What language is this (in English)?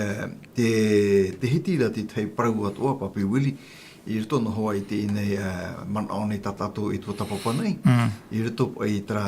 Tahitian